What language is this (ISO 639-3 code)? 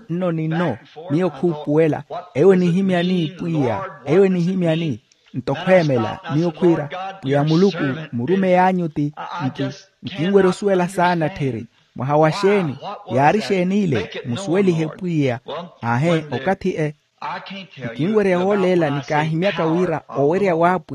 vmw